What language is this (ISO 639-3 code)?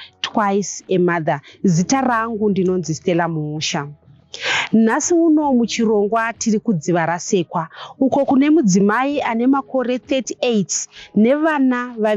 sna